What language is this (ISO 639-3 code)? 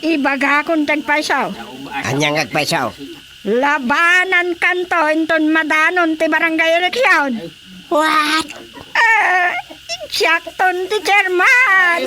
ilo